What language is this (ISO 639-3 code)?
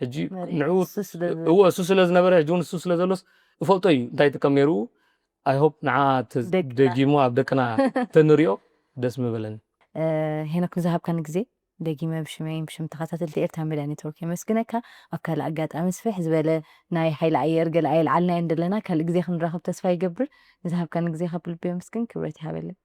tir